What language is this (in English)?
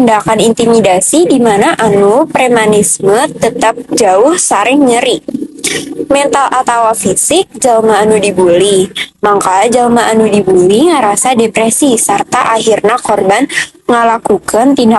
Sundanese